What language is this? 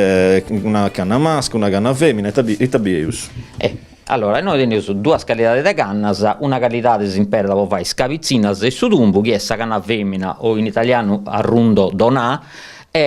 Sardinian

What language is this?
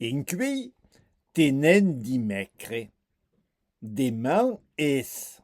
Occitan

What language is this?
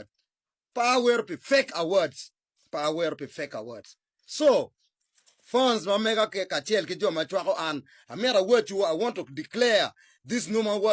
Acoli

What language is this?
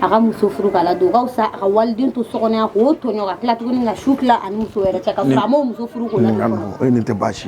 Bambara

